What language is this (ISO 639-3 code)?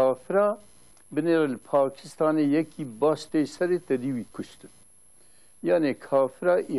kur